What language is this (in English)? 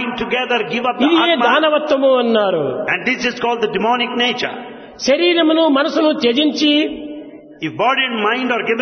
Telugu